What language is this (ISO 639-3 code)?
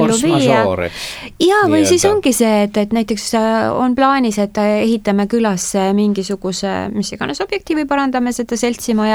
est